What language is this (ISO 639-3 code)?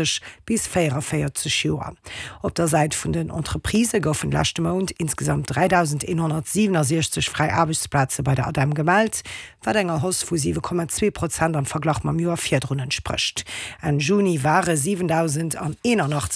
ltz